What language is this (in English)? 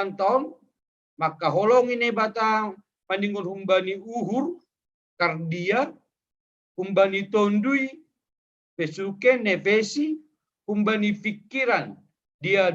Batak Simalungun